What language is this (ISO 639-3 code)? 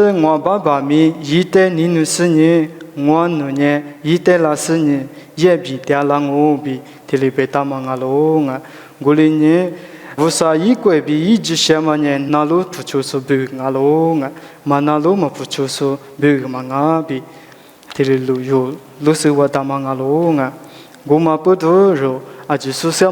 lis